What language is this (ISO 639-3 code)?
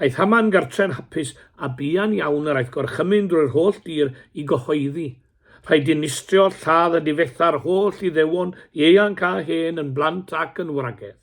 cym